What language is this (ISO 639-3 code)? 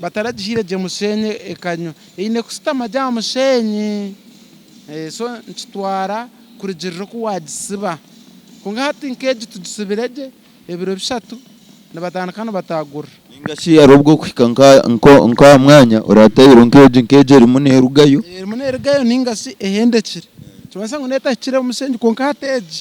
nyn